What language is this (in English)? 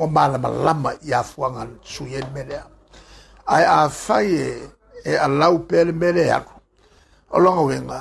Samoan